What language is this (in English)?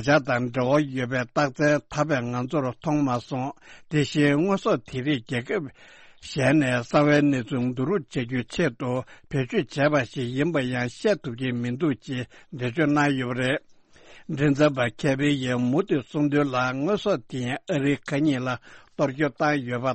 Tibetan